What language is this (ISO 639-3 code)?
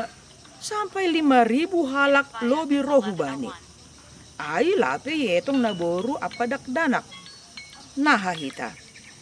bts